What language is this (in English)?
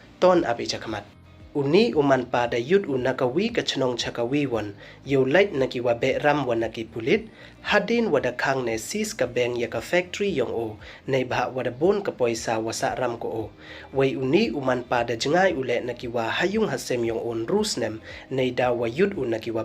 Pnar